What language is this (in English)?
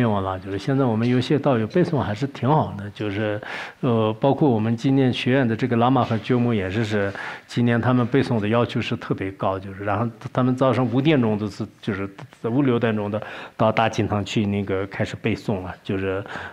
Chinese